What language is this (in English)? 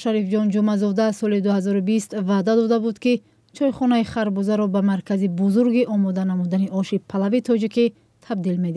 Tajik